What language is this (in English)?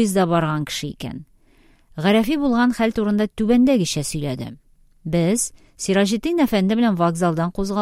Tatar